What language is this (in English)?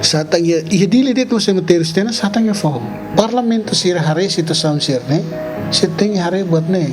Tetum